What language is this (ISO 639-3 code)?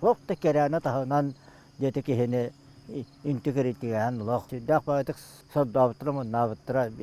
sah